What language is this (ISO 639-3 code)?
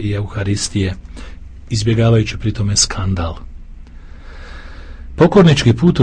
hrv